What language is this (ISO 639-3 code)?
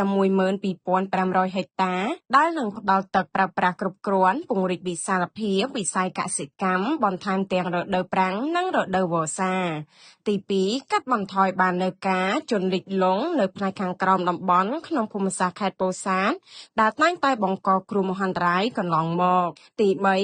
khm